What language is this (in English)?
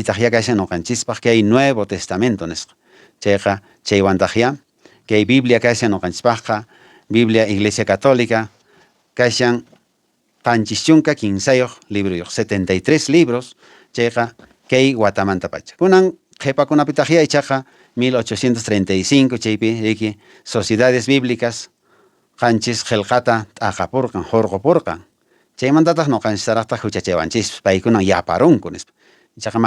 Quechua